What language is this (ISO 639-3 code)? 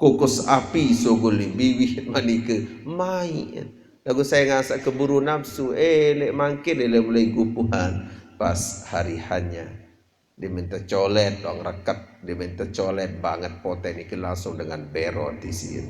sas